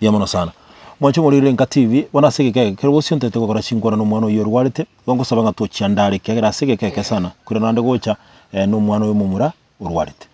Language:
Gusii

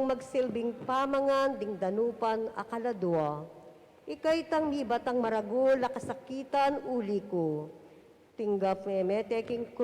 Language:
Pampanga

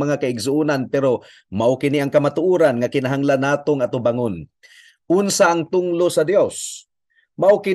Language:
Cebuano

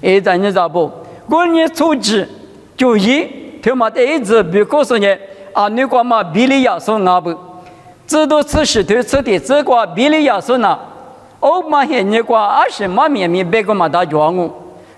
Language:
Lisu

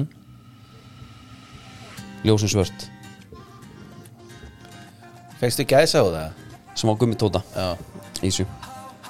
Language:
Icelandic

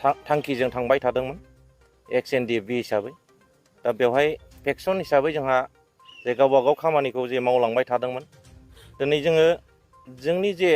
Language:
Bodo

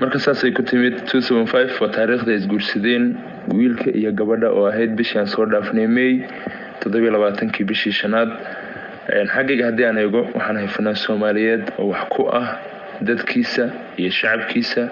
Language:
Somali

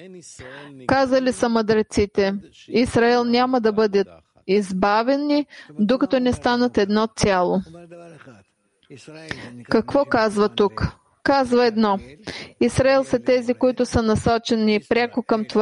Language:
Bulgarian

